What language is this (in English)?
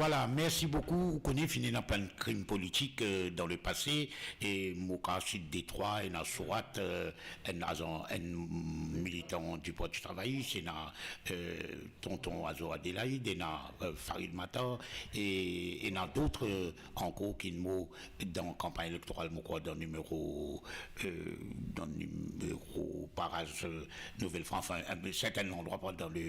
Morisyen